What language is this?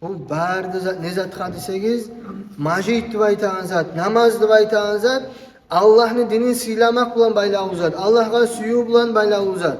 Kumyk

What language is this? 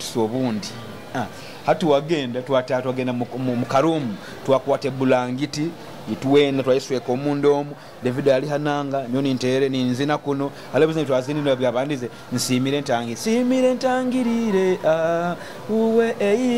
Nyoro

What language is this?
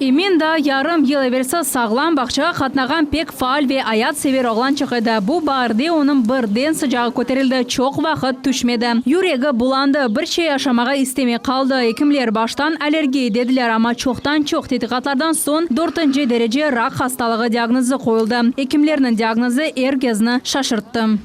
Crimean Tatar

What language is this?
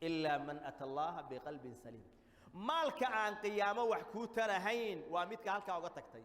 Somali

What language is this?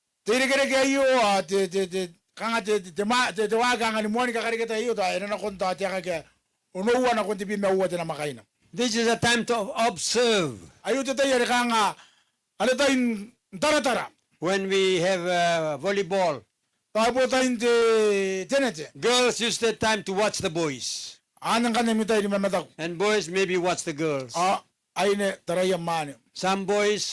Gilbertese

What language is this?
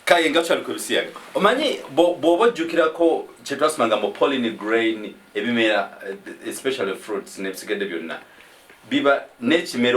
Ganda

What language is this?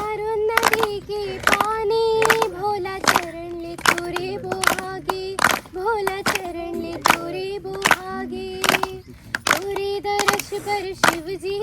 Chhattisgarhi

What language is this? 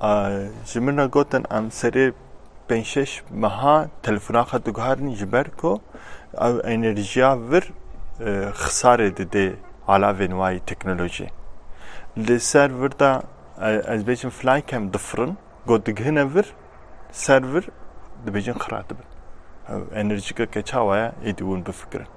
Kurdish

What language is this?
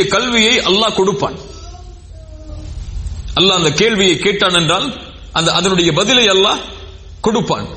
Tamil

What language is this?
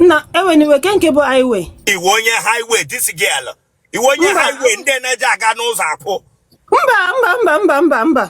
Igbo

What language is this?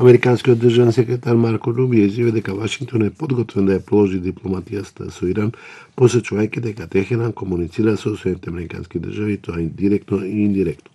Macedonian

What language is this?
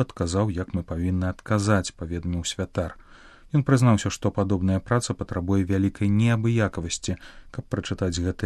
Belarusian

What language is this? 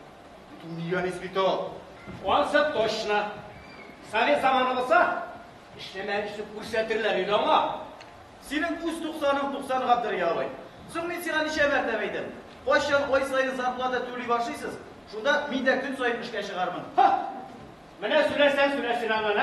Tatar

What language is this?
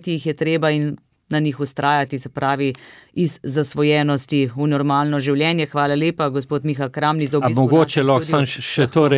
Slovenian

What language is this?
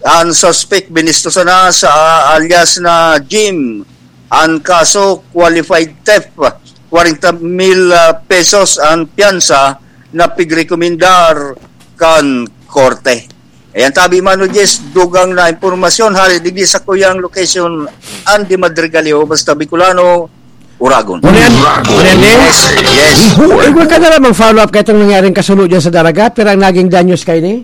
Bikol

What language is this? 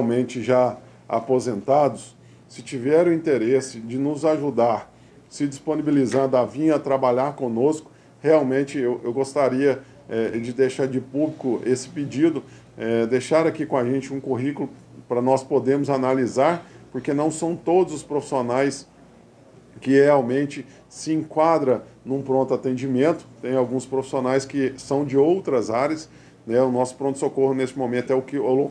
Portuguese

